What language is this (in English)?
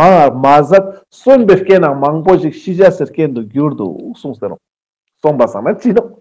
Ladakhi